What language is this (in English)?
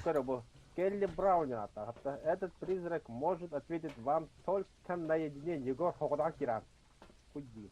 Yakut